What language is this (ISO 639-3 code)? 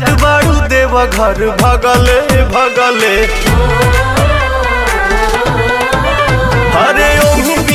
bho